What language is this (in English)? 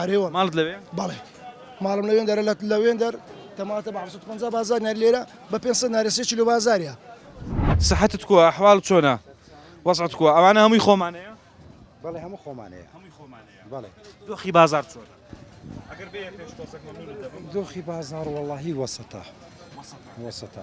Central Kurdish